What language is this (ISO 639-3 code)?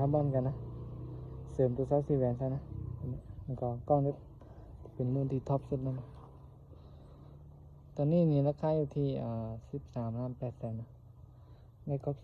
lao